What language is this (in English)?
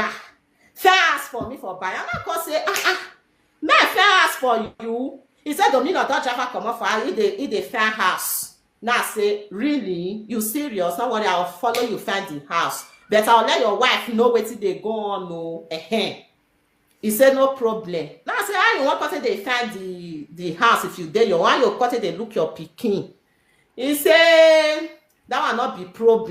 Nigerian Pidgin